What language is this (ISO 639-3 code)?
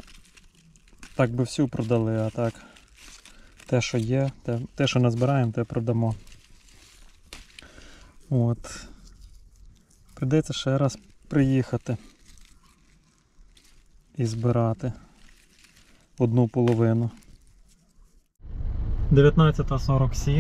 ukr